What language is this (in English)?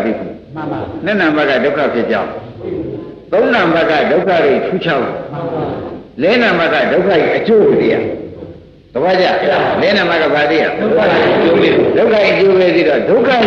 Burmese